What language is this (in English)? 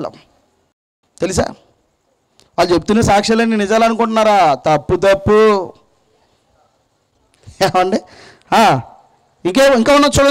Telugu